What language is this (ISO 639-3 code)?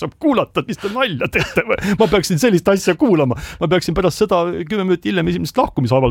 est